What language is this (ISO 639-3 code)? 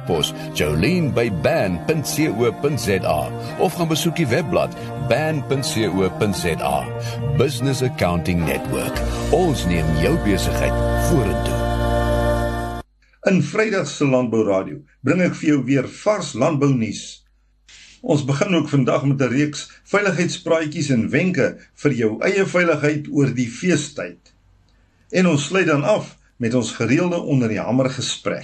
afr